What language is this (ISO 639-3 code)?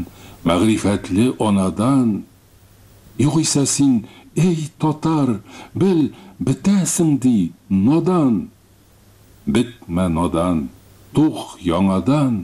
tat